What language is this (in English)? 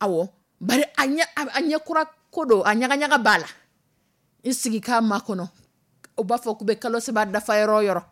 Dyula